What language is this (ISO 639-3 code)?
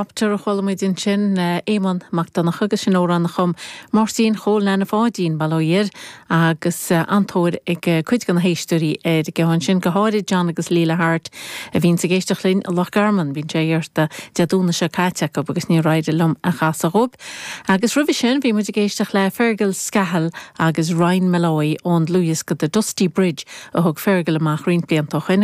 gle